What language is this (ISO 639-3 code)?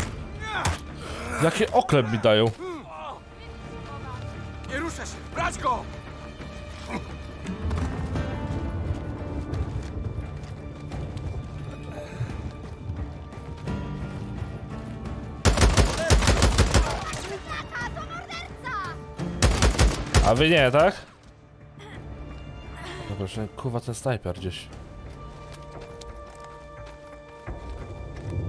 pol